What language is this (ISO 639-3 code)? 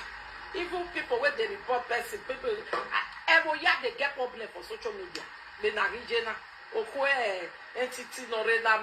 pcm